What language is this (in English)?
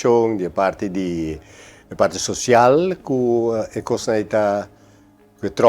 Papiamento